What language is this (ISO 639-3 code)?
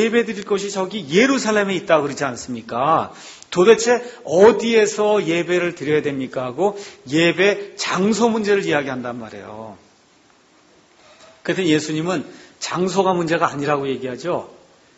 kor